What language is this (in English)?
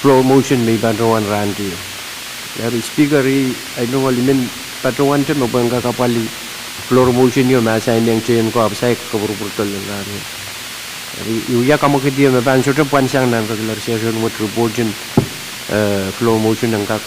Pohnpeian